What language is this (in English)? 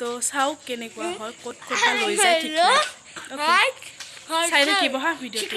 Assamese